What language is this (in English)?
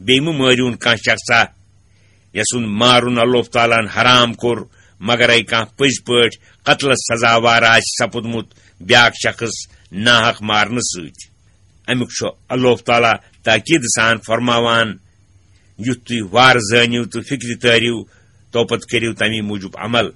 Kashmiri